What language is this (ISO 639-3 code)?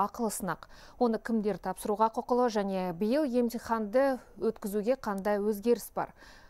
kaz